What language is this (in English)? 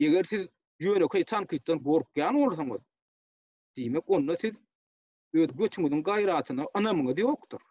Turkmen